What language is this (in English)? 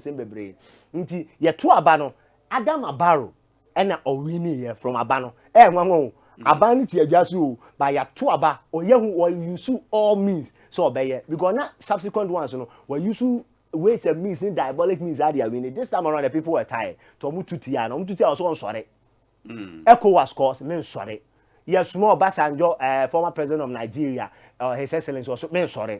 Akan